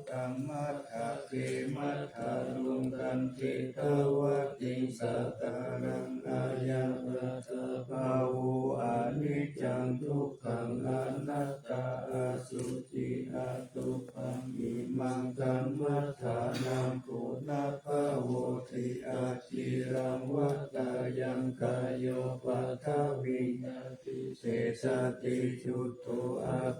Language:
Pali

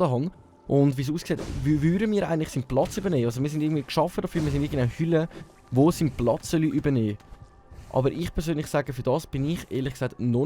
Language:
Swiss German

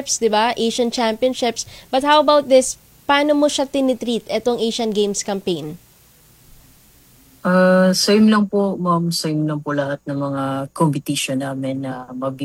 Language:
Filipino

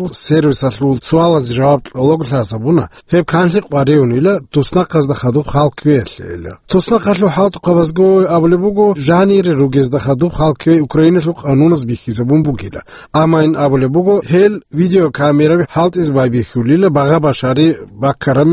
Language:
Avaric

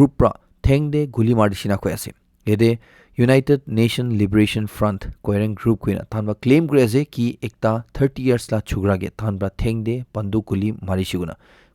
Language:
Naga Pidgin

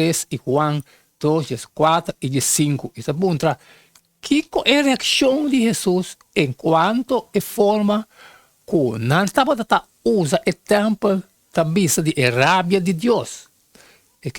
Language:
Papiamento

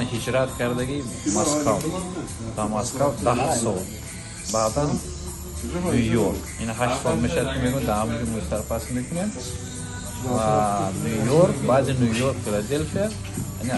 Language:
Tajik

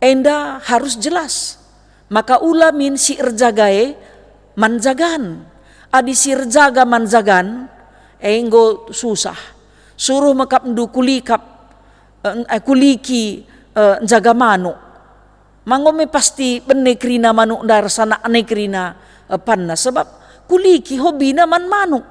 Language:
Batak Karo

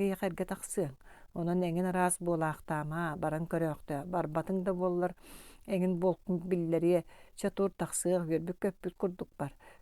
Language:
Yakut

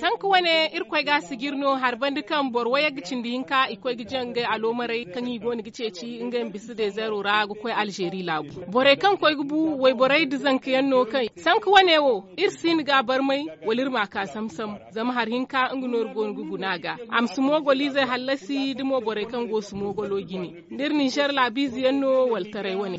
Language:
Zarma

